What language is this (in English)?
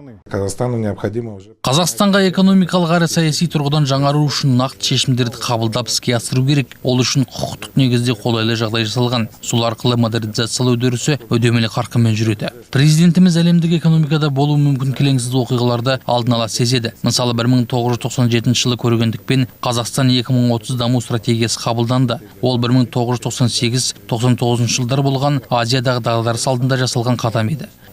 Kazakh